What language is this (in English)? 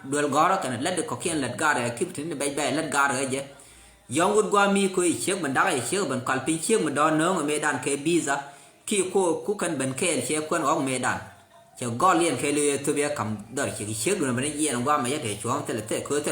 Nuer